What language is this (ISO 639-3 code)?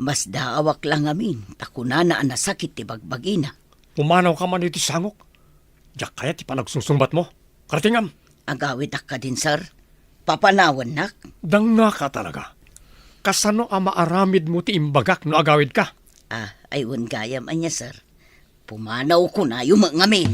ilo